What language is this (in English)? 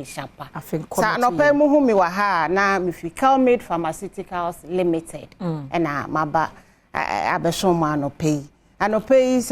Akan